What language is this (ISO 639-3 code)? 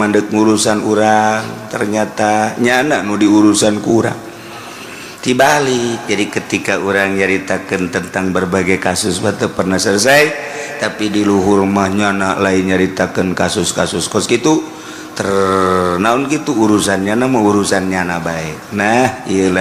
sun